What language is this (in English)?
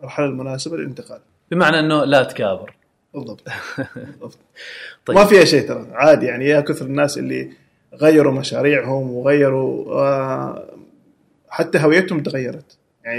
Gulf Arabic